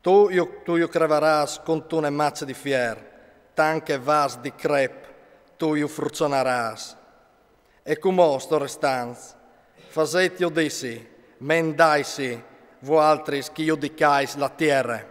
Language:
Friulian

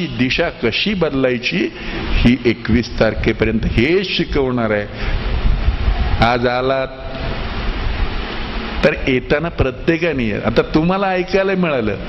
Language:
Marathi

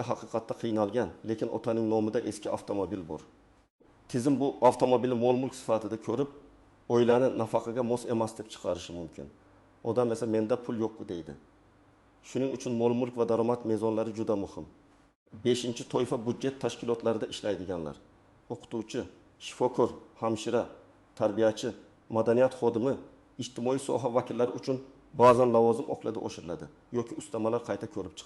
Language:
Uzbek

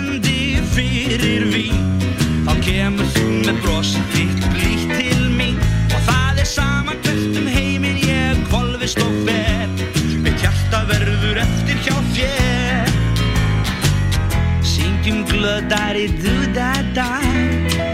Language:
Icelandic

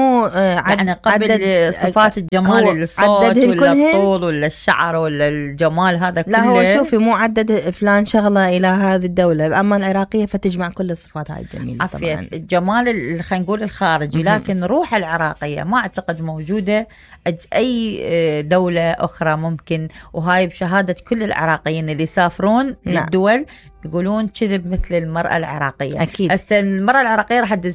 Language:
Mesopotamian Arabic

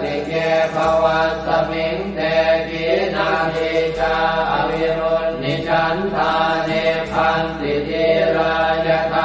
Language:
Pali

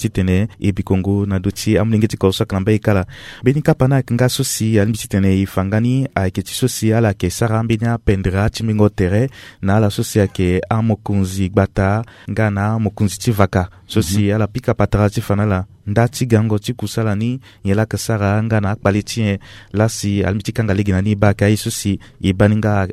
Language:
Sango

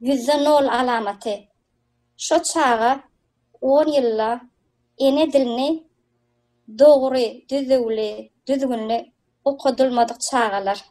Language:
Turkmen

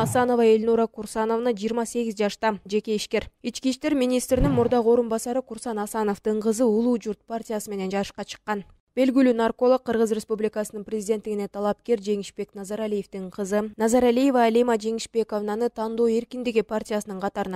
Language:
Kyrgyz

